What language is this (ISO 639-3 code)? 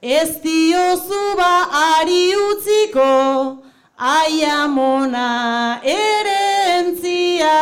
eus